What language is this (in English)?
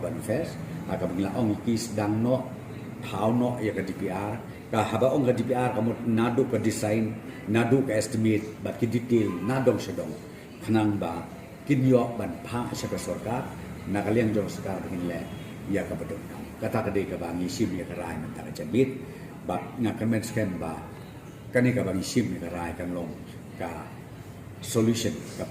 Khasi